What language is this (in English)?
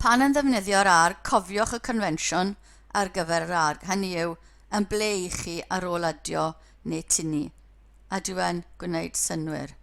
Welsh